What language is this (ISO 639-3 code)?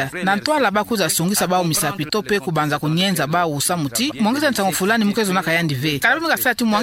ktu